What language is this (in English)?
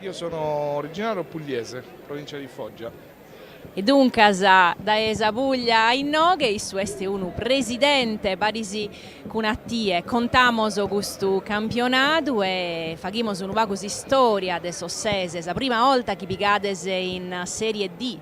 Sardinian